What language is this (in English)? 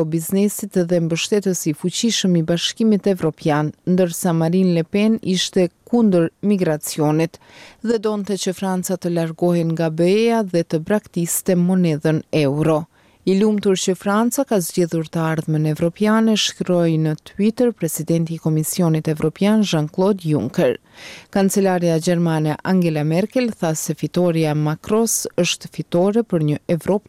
Albanian